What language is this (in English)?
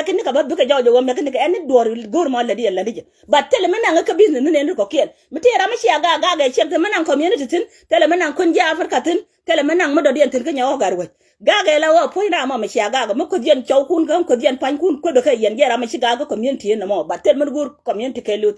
Nuer